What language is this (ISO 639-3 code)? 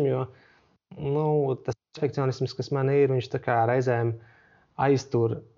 lav